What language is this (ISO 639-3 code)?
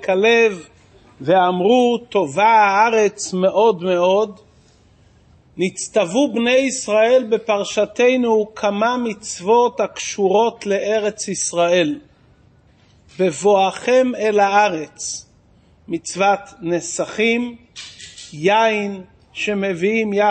heb